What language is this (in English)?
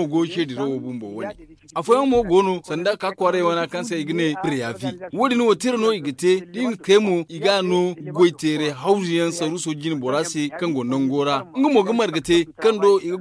Zarma